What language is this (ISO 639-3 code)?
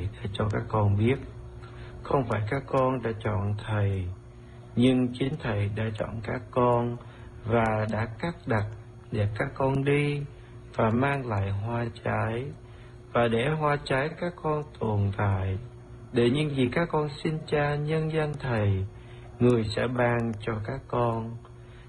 vie